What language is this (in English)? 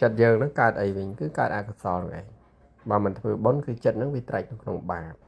Khmer